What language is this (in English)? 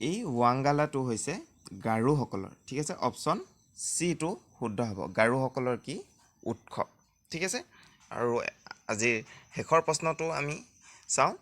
Assamese